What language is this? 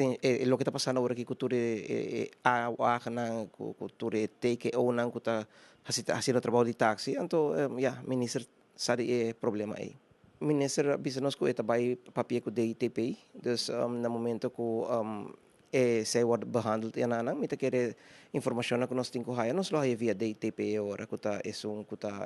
Papiamento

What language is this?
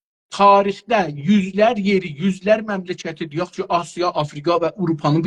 South Azerbaijani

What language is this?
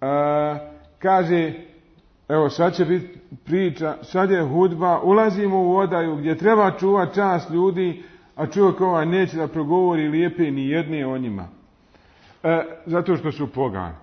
Bosnian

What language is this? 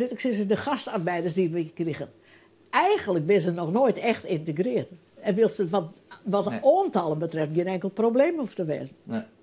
Western Frisian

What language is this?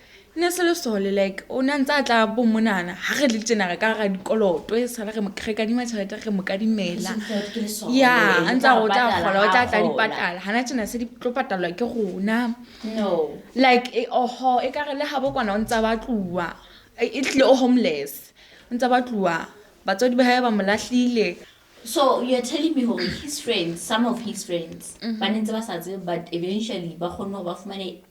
Southern Sotho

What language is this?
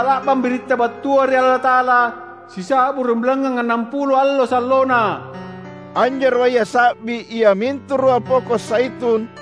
Makasar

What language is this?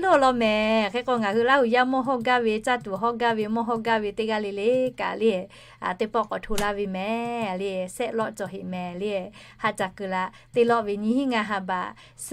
Lahu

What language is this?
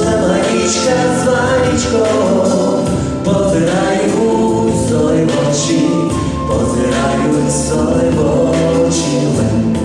Rusyn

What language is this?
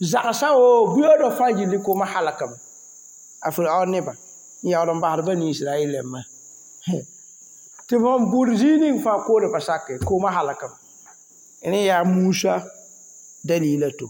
Mossi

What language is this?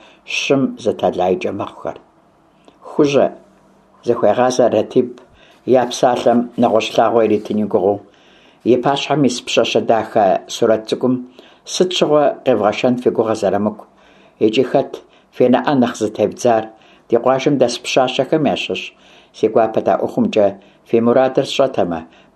Kabardian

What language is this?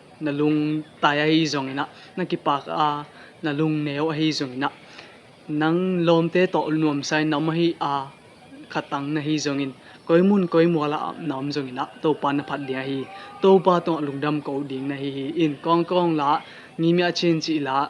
Tedim Chin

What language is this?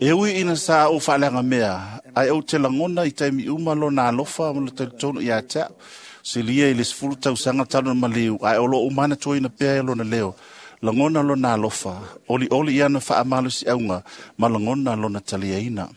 Samoan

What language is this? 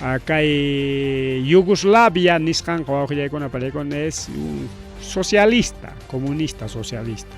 Ayacucho Quechua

